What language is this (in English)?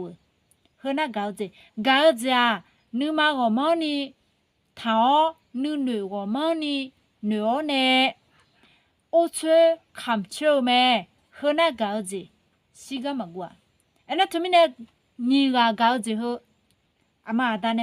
Akha